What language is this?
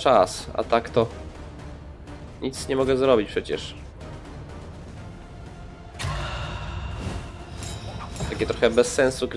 Polish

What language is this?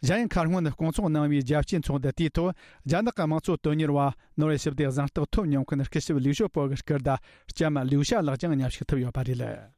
Tibetan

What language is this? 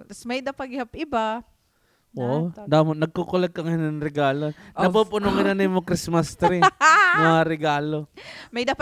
Waray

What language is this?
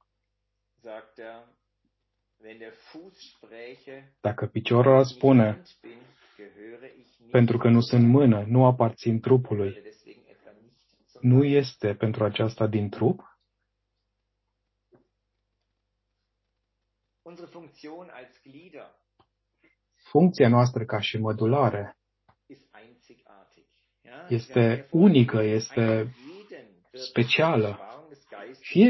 Romanian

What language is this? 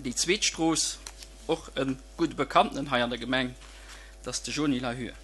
Luxembourgish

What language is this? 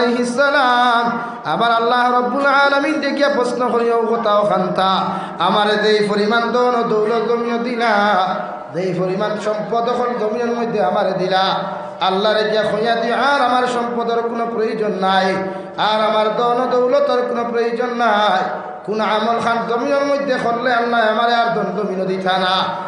Sylheti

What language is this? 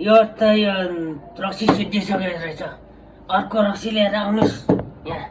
Nepali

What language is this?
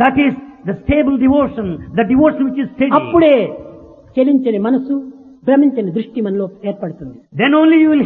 Telugu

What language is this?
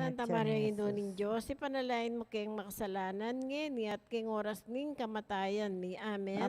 Pampanga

